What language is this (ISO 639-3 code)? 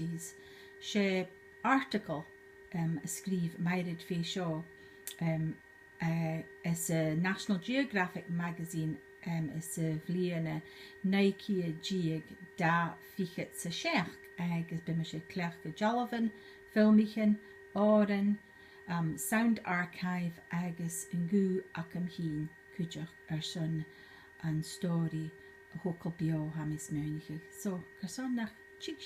gla